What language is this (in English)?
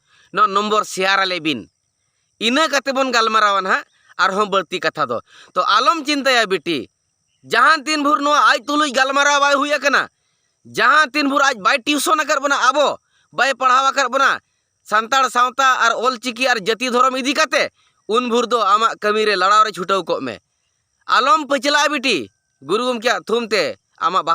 Santali